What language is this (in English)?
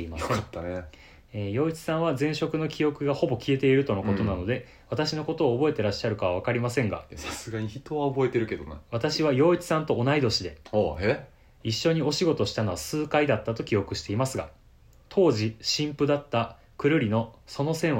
Japanese